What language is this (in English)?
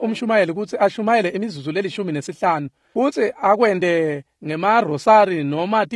Swati